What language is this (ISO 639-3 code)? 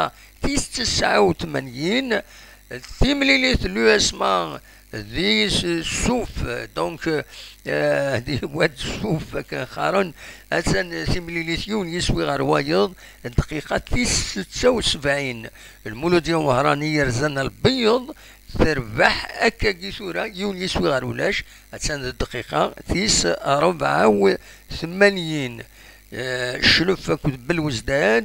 kab